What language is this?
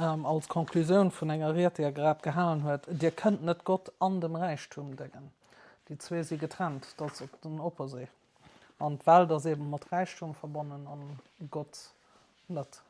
Luxembourgish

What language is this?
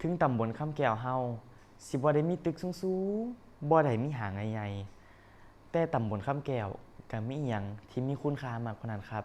Northeastern Thai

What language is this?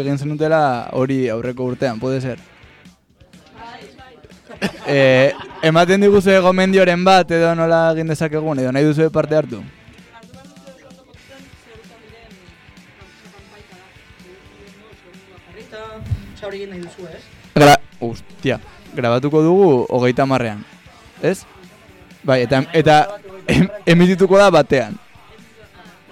Basque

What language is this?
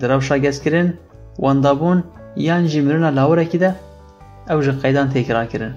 Kurdish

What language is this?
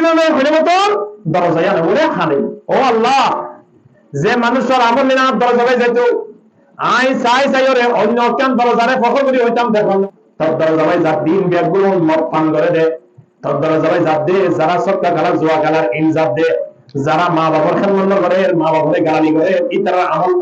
Rohingya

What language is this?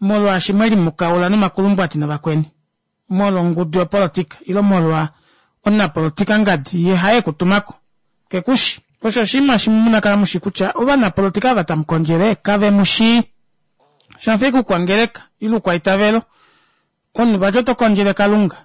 Kuanyama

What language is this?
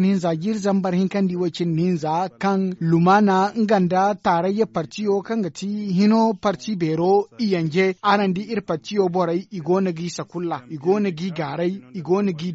Zarma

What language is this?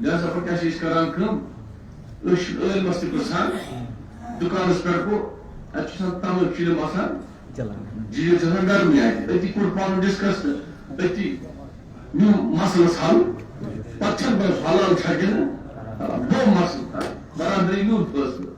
Kashmiri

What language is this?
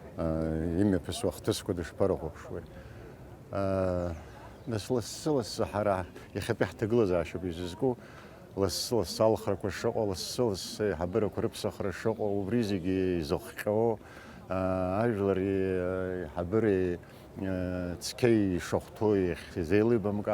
Abkhazian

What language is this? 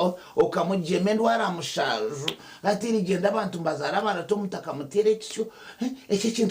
Nyankole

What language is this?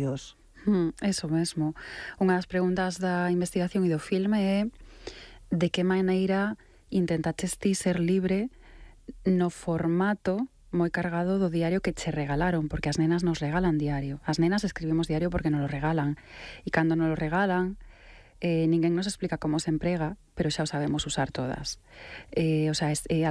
Galician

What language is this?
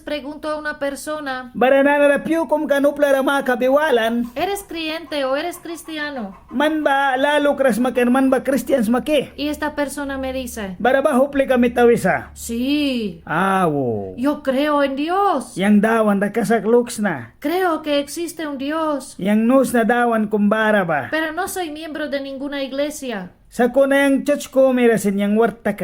Mískito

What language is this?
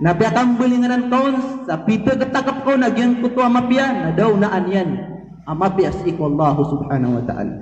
Maranao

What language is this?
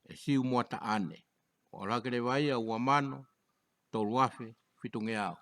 Tongan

